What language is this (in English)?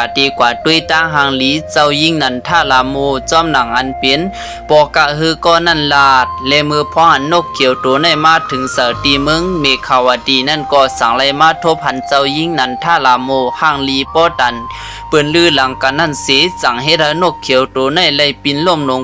Shan